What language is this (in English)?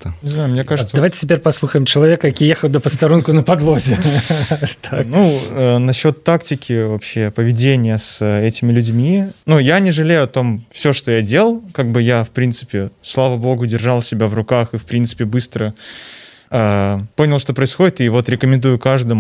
Belarusian